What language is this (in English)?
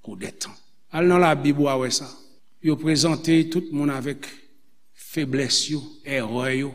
Haitian Creole